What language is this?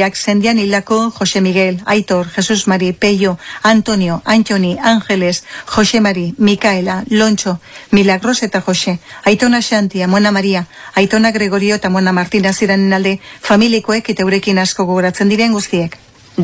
Basque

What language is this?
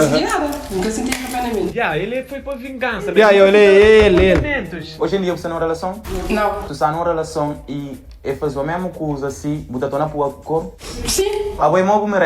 Kabuverdianu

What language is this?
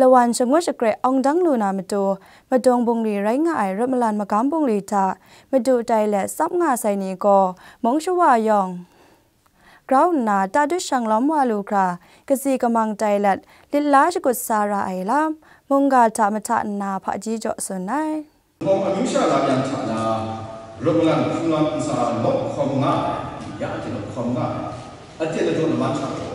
Kachin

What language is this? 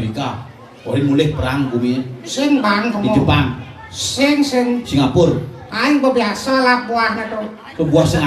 Balinese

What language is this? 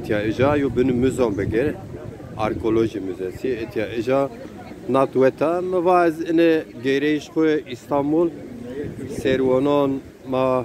Zaza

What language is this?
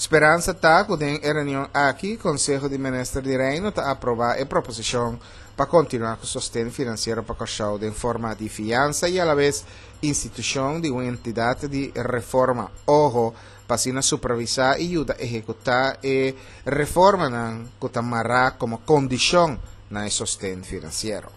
Papiamento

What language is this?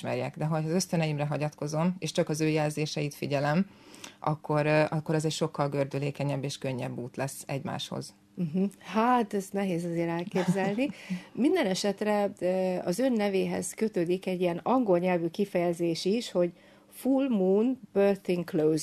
Hungarian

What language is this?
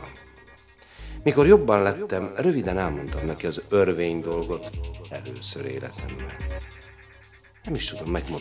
Hungarian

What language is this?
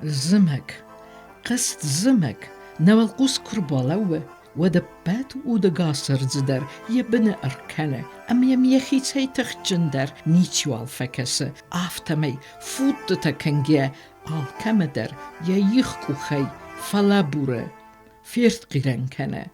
Ossetic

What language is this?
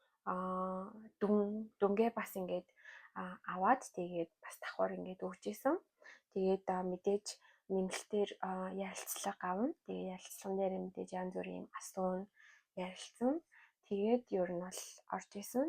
Mongolian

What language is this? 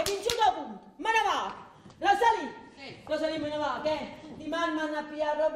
Neapolitan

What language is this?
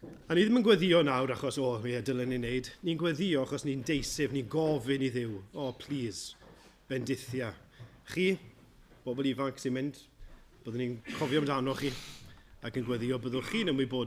Welsh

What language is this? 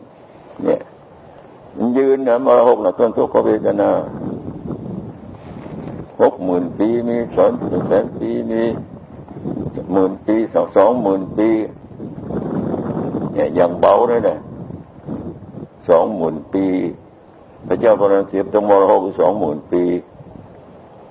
Thai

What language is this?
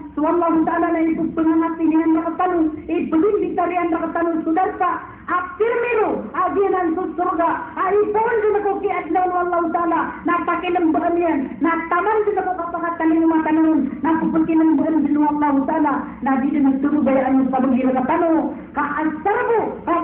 Maranao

